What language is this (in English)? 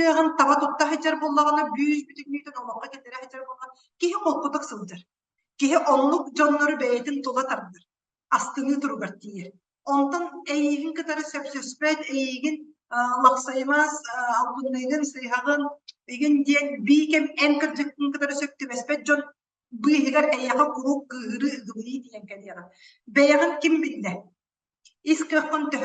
Yakut